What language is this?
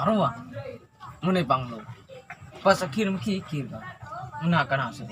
Madurese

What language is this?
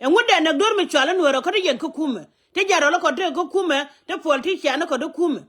Nuer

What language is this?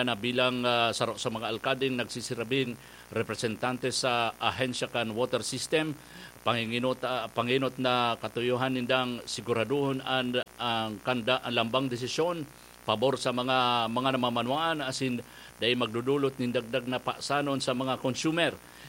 Bikol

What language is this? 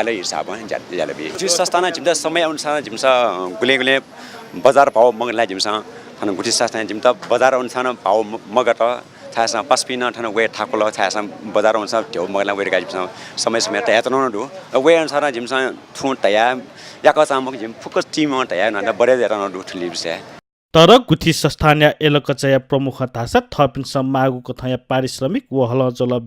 Newari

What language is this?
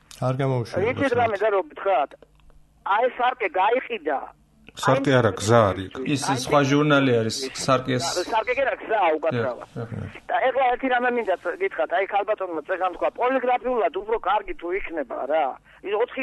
Georgian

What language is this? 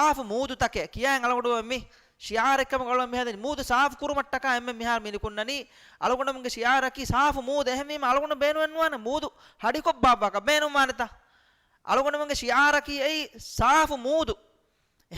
Divehi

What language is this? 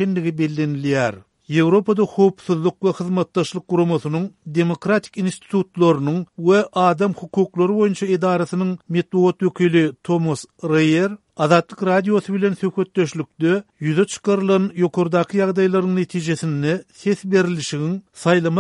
Turkmen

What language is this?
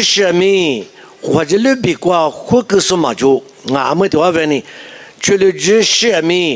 Lisu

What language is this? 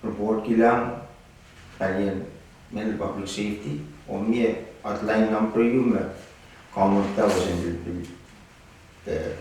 Pohnpeian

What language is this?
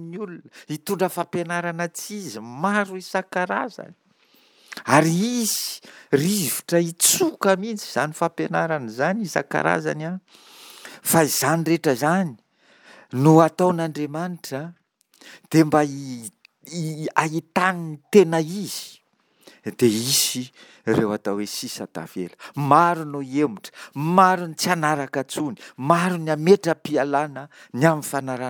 Malagasy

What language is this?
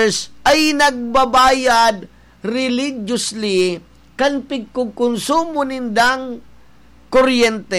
Bikol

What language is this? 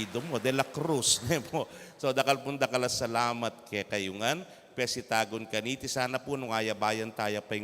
Pampanga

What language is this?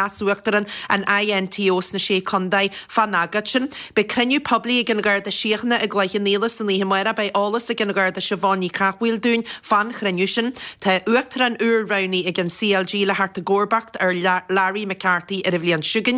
Irish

